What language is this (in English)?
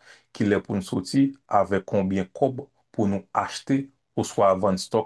Haitian Creole